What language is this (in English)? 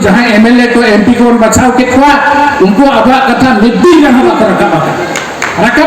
Santali